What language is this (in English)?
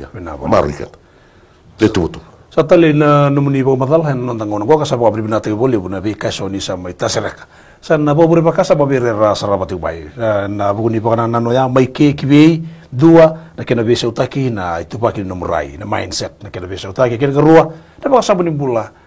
Fijian